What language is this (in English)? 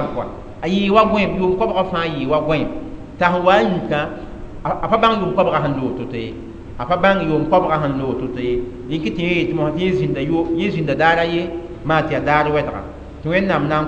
Mossi